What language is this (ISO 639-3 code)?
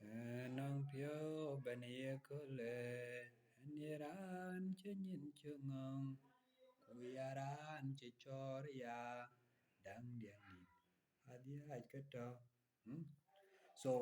din